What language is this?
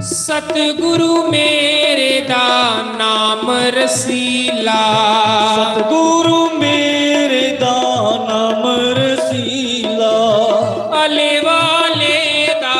Dogri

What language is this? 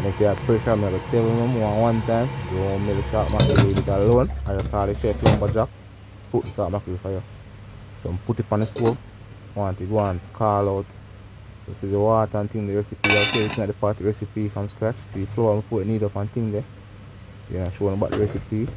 Jamaican Creole English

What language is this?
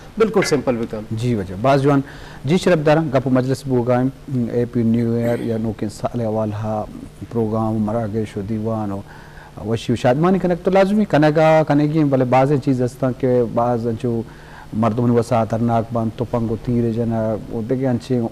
Eastern Balochi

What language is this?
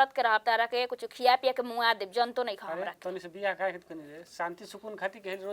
Bhojpuri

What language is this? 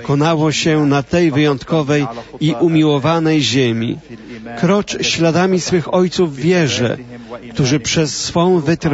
Polish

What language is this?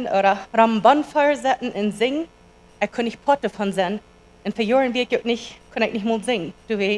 Plautdietsch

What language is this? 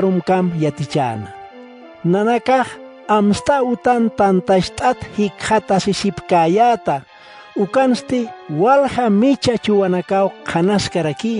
Aymara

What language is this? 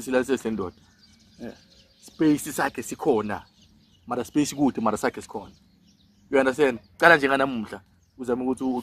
Zulu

